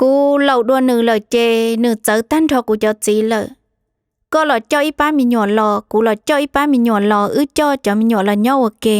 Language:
Hmong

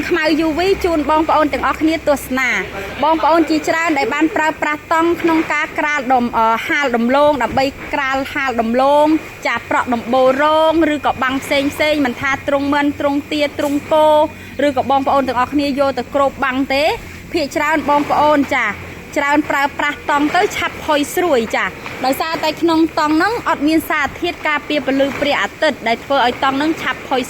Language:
Khmer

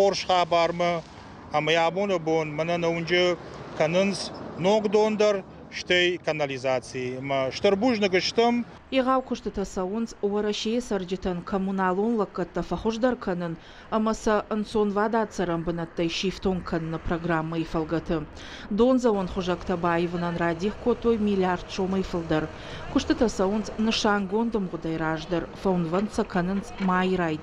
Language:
Ossetic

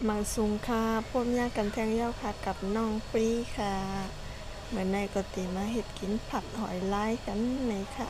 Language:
Shan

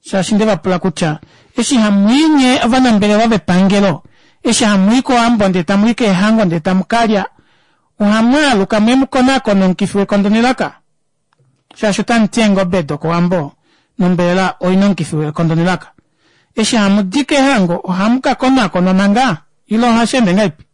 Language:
Kuanyama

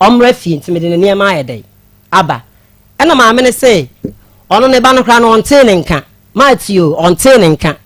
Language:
Akan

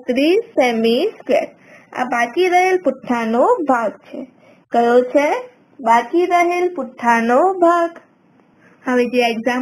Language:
Gujarati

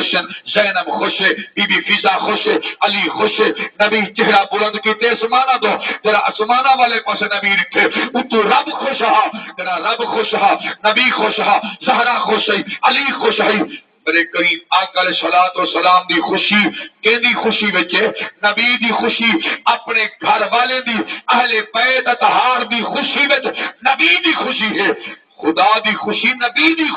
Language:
Saraiki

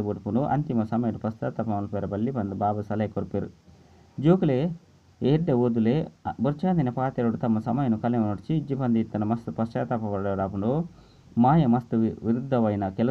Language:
Tulu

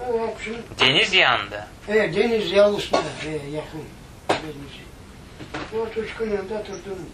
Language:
Crimean Tatar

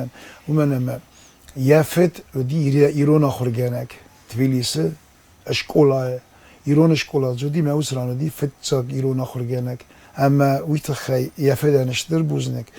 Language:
Ossetic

